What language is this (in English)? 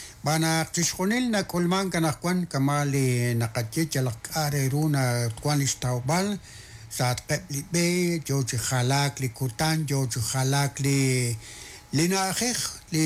Kekchí